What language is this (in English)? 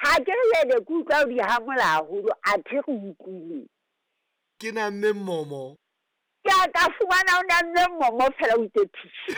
Southern Sotho